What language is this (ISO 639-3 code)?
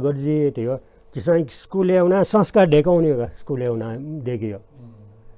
new